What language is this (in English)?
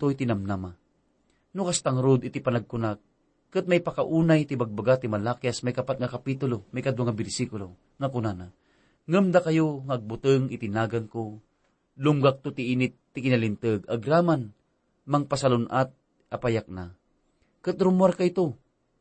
Iloko